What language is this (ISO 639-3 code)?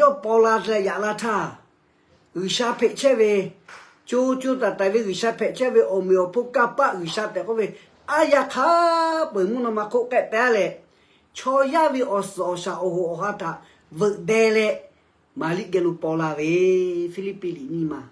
lhu